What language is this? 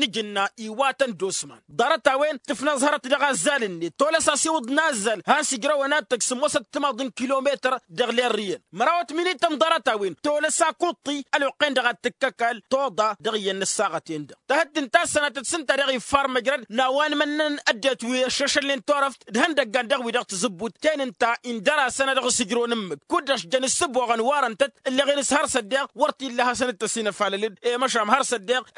Tamasheq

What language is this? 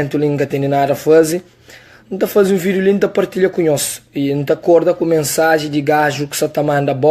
Kabuverdianu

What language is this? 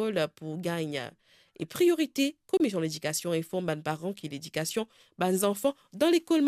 Morisyen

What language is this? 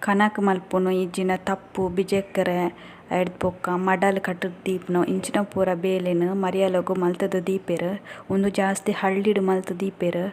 Tulu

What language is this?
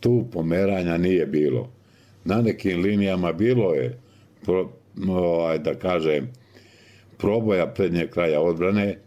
Bosnian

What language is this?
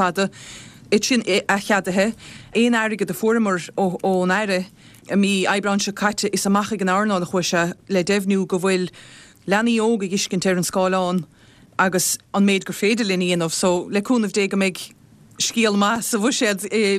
Irish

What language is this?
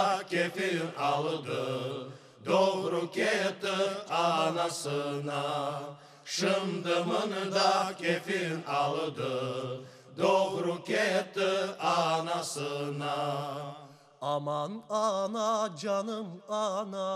Crimean Tatar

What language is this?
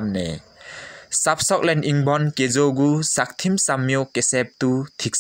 Limbu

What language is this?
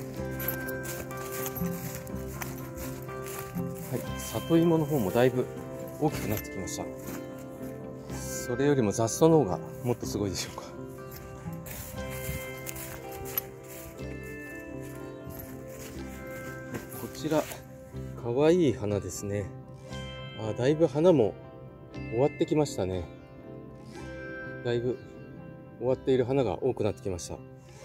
Japanese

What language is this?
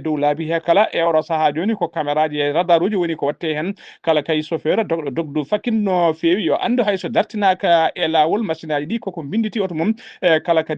Fula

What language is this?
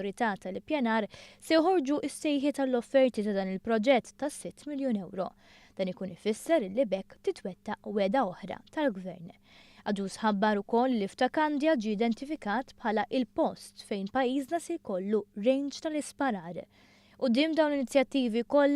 Maltese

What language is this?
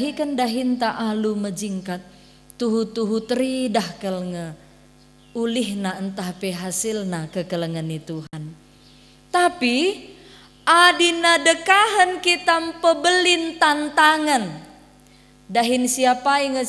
Batak Karo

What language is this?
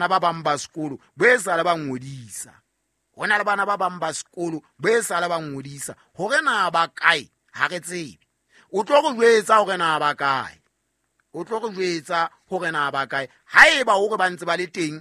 Southern Sotho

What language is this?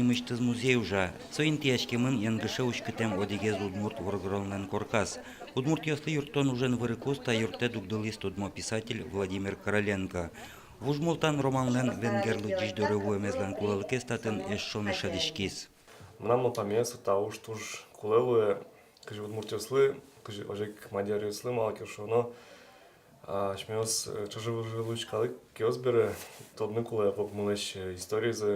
Udmurt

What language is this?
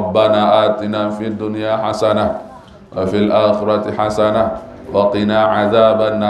Sasak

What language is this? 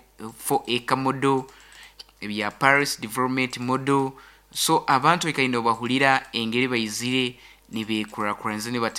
Nyoro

